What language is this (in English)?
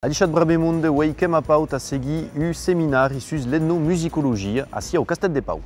Occitan